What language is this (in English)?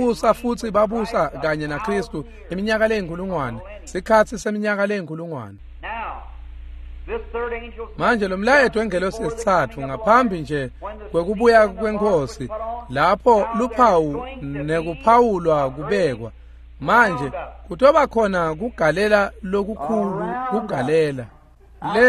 Swati